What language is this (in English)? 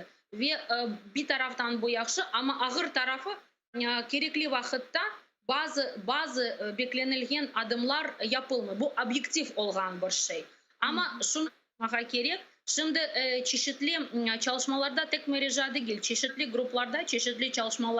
Crimean Tatar